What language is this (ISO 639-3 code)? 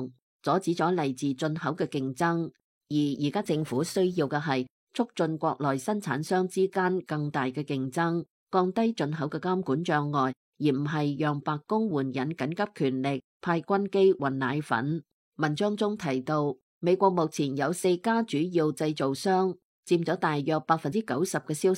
yue